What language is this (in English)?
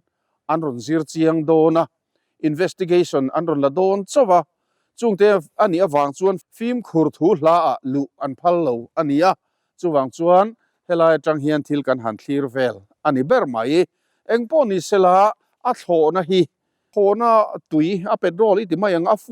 Mizo